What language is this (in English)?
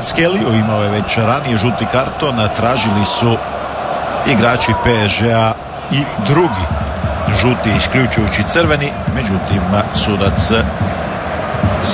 Croatian